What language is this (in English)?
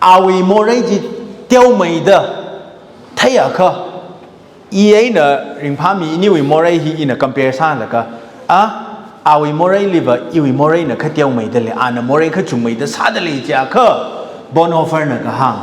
Tangkhul Naga (India)